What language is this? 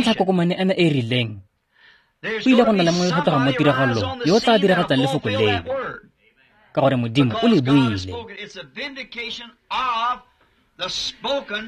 Tswana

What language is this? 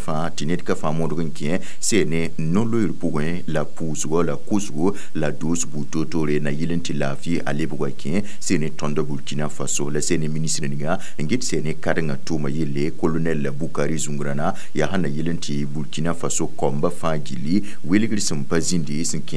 Mossi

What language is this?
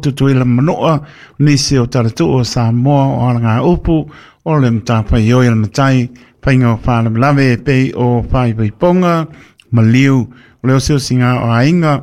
Samoan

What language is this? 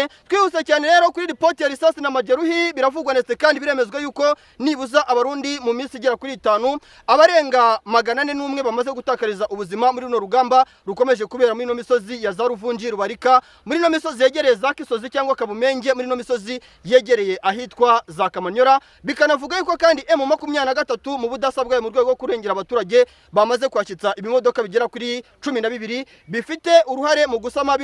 Kinyarwanda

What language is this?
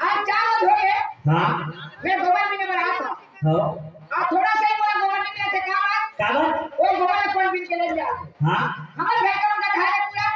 Chhattisgarhi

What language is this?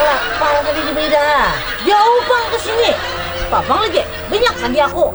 Banjar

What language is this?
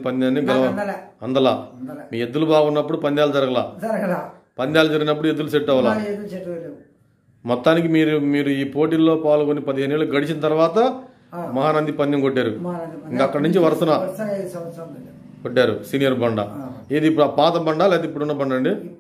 Telugu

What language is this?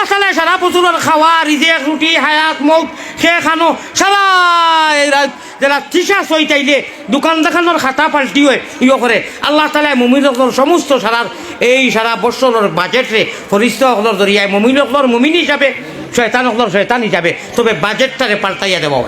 Sylheti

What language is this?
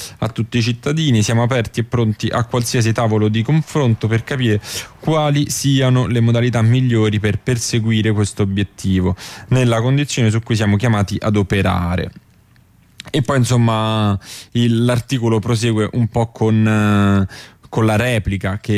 Italian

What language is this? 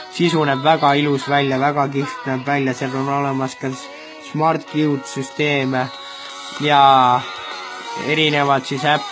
Estonian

